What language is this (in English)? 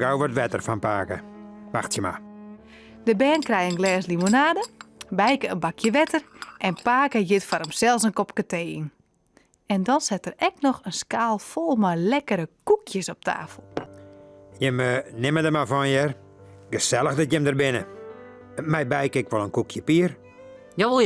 Western Frisian